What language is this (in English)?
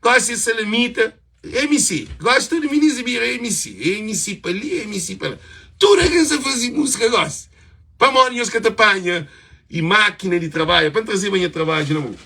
Kabuverdianu